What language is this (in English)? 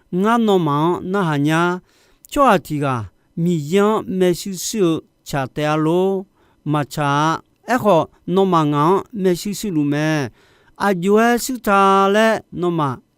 Akha